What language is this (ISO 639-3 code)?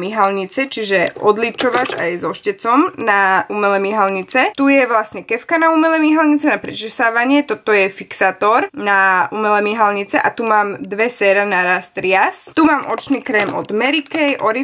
slk